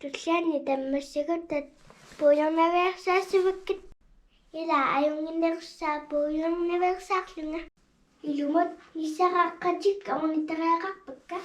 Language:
Kalaallisut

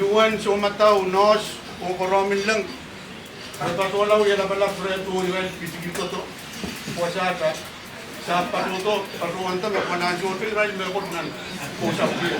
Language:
Pohnpeian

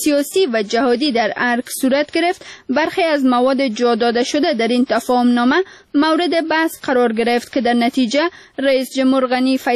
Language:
Persian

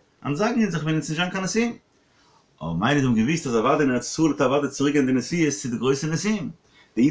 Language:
Yiddish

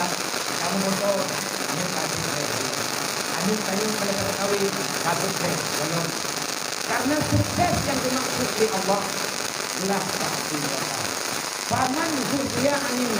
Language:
Achinese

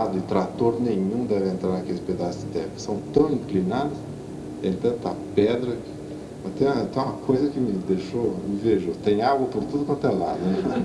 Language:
Portuguese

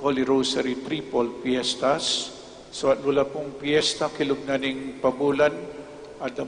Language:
Pampanga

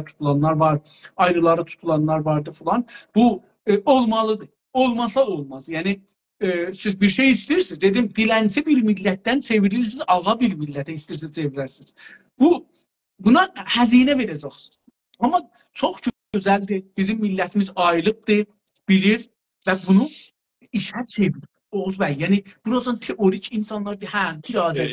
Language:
South Azerbaijani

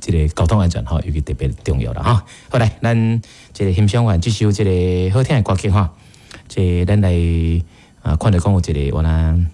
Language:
Min Nan Chinese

